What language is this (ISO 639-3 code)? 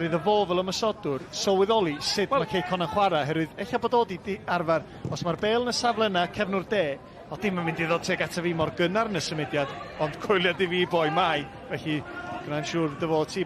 cym